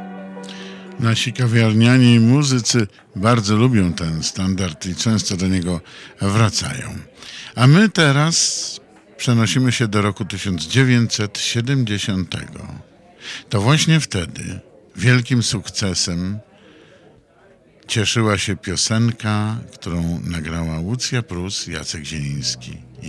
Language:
Polish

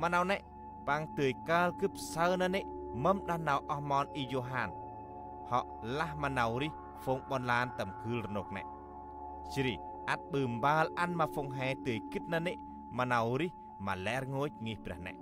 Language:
Central Mnong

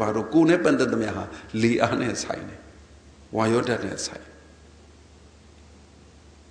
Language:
Burmese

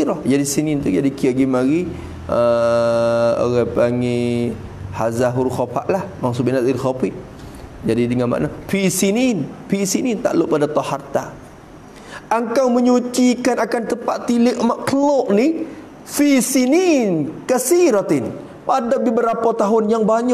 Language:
Malay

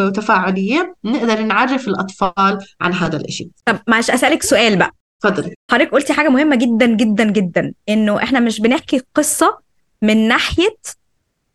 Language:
North Levantine Arabic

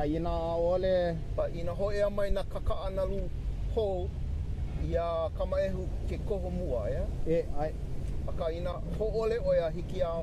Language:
Hawaiian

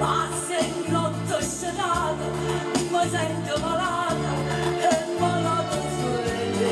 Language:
Neapolitan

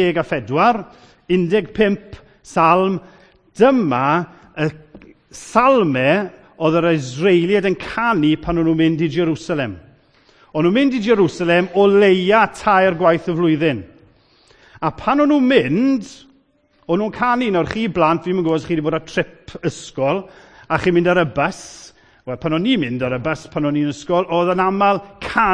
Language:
Welsh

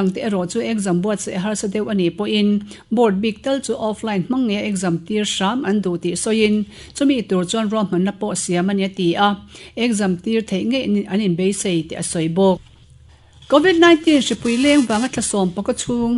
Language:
Mizo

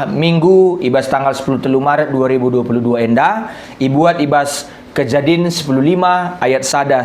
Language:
Batak Karo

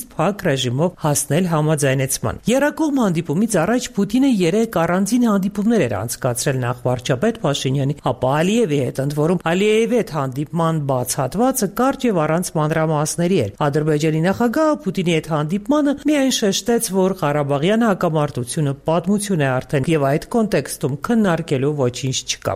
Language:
Armenian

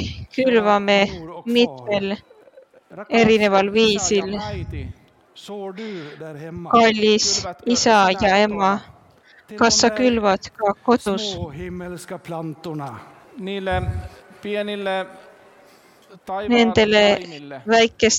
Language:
Estonian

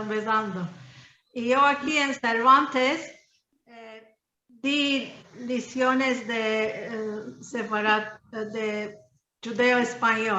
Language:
Ladino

